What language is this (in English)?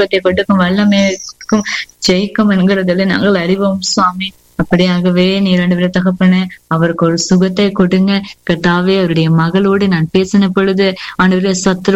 Tamil